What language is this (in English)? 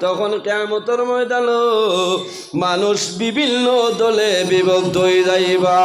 Sylheti